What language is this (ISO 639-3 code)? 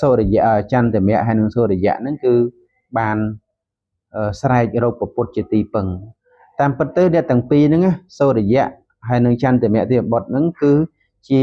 khm